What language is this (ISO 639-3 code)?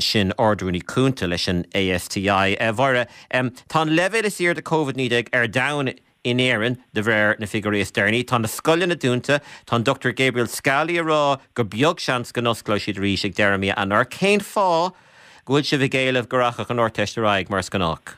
gle